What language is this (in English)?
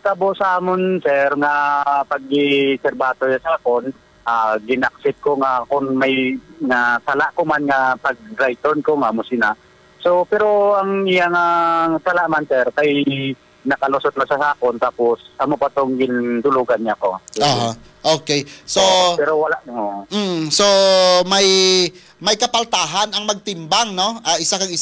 Hiligaynon